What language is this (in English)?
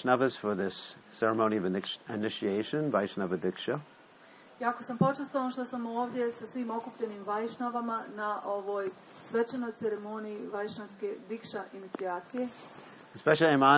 Croatian